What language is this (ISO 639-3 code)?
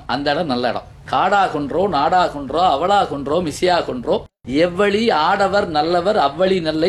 tam